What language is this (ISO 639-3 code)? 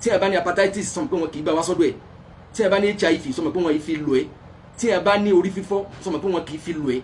yor